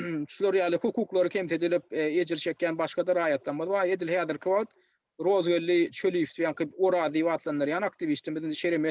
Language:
Turkmen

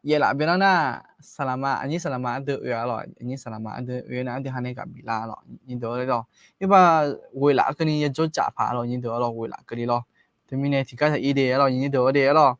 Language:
Akha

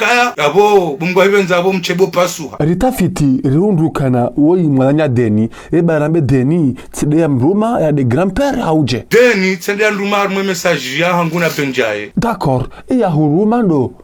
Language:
Ngazidja Comorian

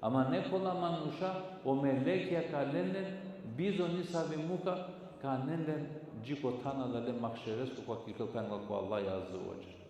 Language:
Balkan Romani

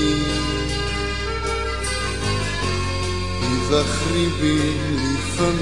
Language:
Hebrew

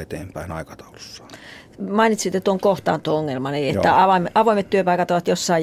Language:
Finnish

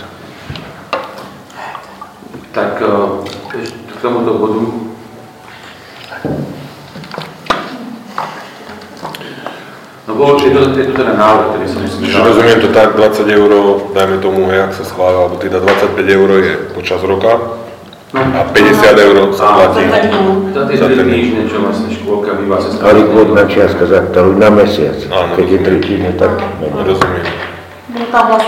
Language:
Slovak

